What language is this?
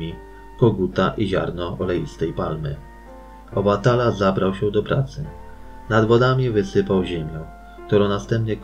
Polish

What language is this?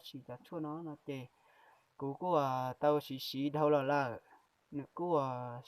Hmong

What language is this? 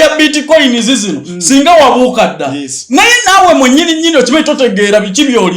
Ganda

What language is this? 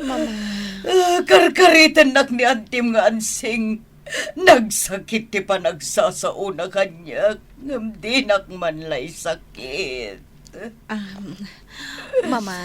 Iloko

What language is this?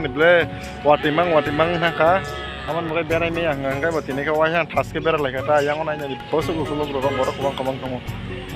Kok Borok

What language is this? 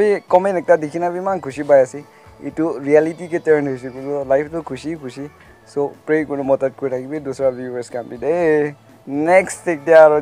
Naga Pidgin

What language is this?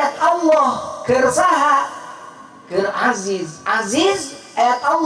Sundanese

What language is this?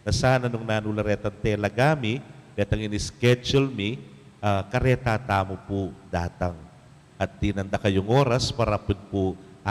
Pampanga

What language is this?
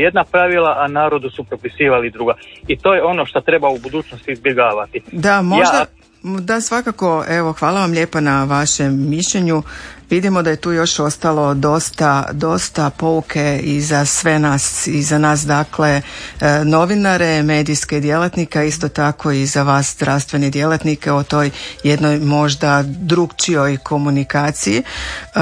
Croatian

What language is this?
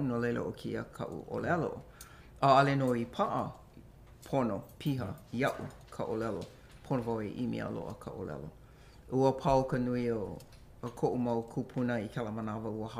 Hawaiian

